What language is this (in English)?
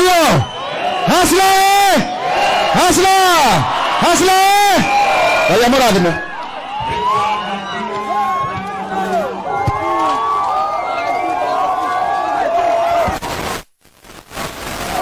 Swahili